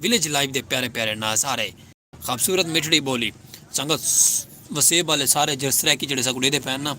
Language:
Saraiki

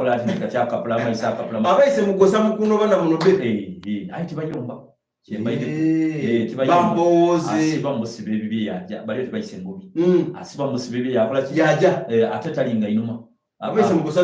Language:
Soga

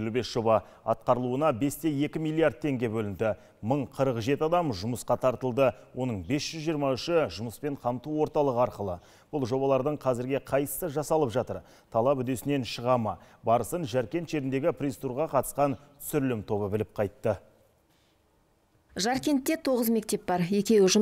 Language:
Kazakh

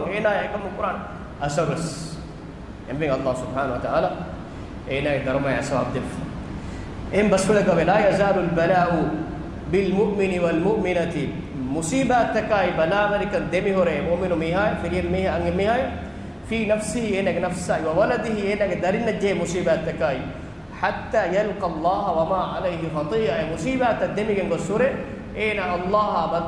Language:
Divehi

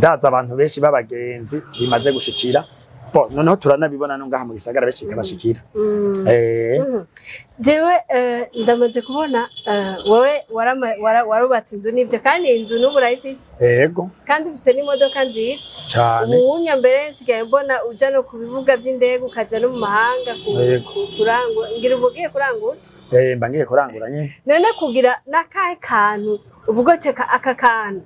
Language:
Rundi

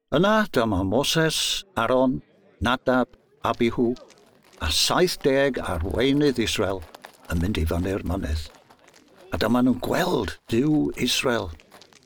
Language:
Welsh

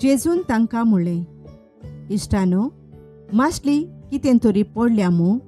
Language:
Konkani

